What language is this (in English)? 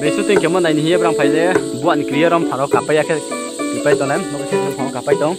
Riang (India)